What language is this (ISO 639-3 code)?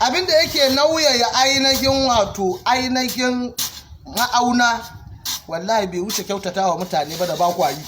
hau